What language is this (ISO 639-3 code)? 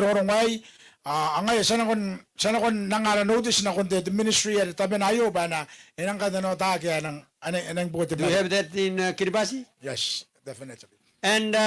gil